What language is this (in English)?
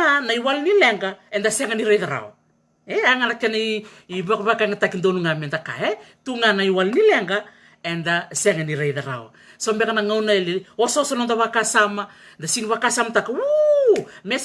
Fijian